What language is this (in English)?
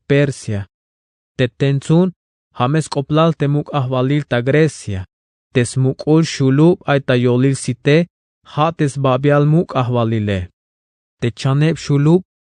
Tzeltal